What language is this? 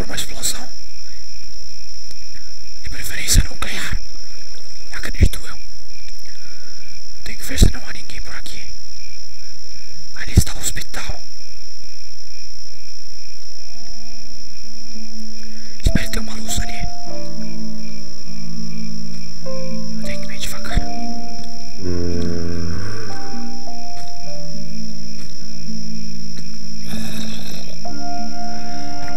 Portuguese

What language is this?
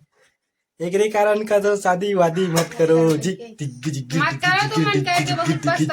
Chhattisgarhi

